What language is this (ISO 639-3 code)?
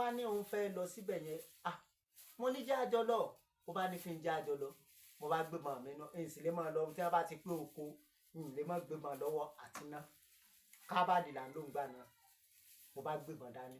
yor